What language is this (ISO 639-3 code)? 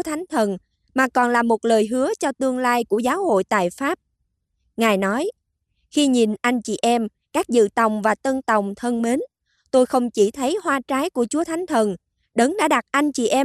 vie